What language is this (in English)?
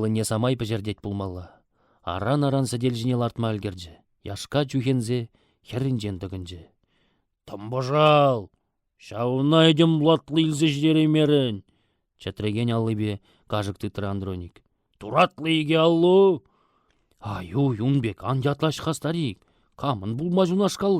Chuvash